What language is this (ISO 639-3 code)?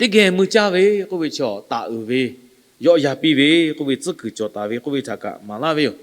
lhu